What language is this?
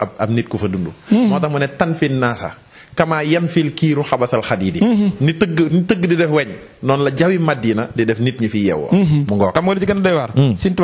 Wolof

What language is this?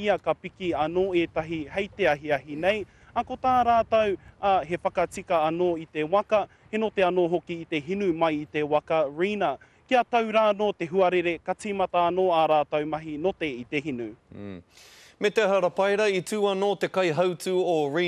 Māori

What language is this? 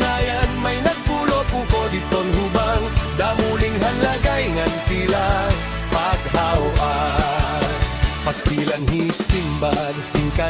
Waray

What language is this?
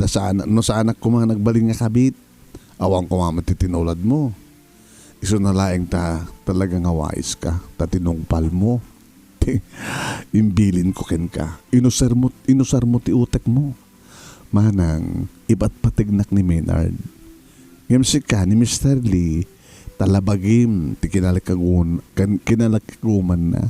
Iloko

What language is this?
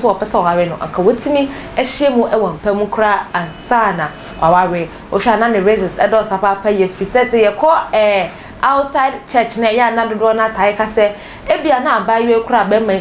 Akan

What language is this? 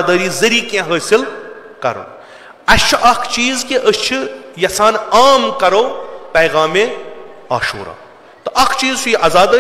Kashmiri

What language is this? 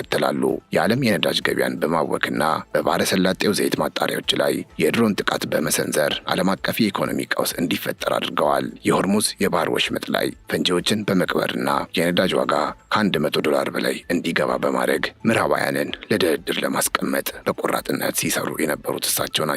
Amharic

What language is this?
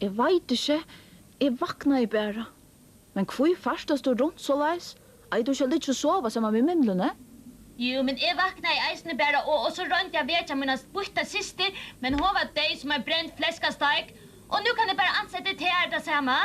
Faroese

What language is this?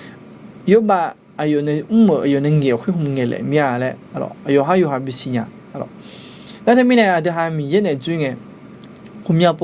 Akha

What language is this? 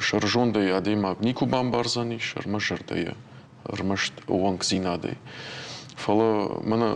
Ossetic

